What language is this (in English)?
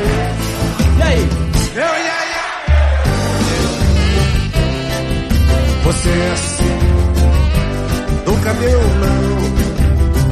Portuguese